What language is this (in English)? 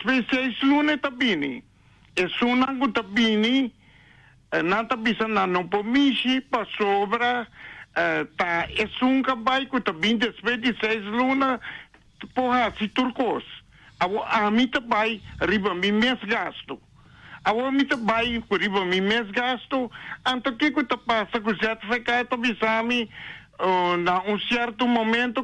Papiamento